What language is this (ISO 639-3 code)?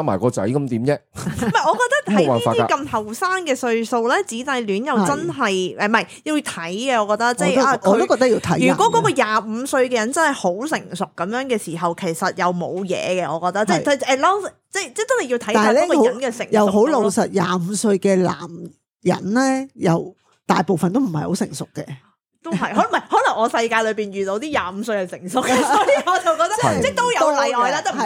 yue